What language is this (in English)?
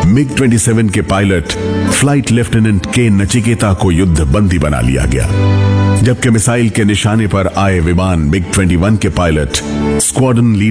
Hindi